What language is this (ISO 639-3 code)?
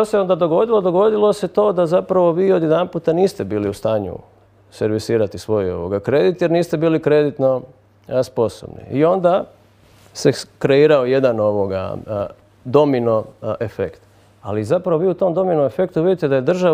hrv